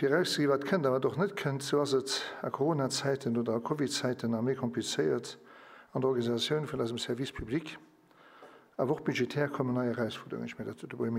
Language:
Luxembourgish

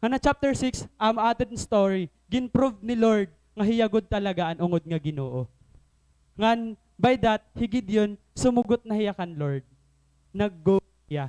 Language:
Waray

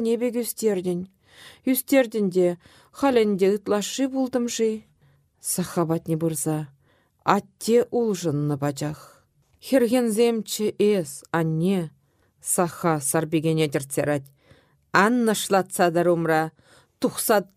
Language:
Chuvash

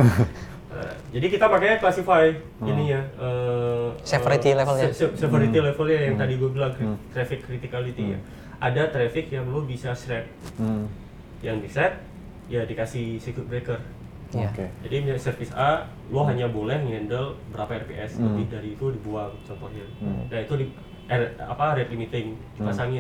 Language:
Indonesian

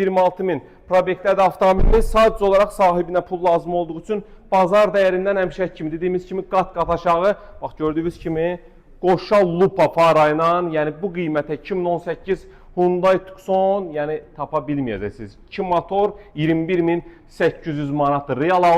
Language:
Azerbaijani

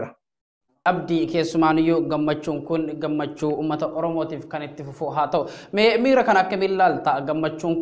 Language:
Oromo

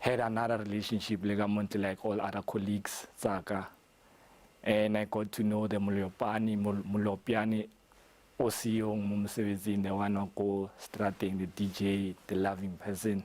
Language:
Tswana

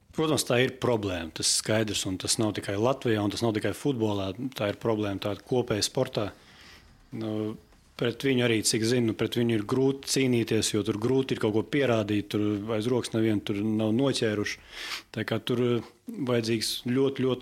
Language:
Latvian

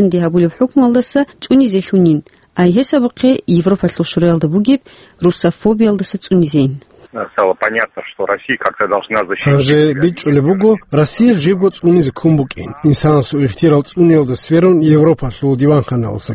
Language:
Avaric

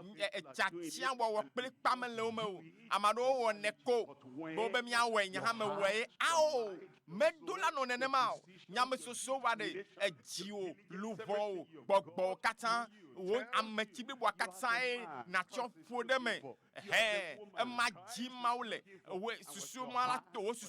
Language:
Ewe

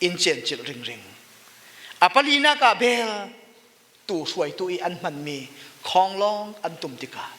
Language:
Falam Chin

